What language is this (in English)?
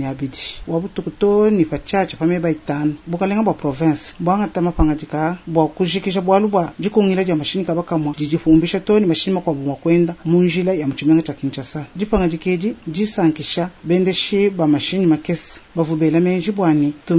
Luba-Lulua